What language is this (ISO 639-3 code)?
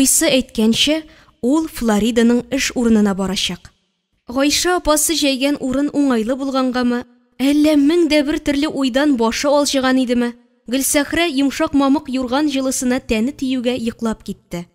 tat